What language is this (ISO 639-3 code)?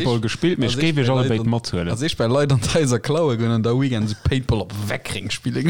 ltz